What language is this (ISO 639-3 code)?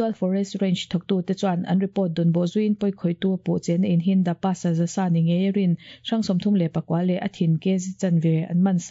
lus